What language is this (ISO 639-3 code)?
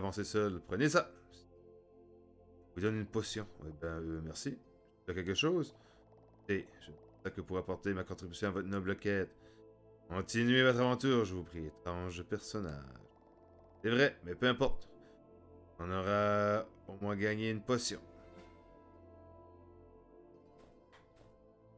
fra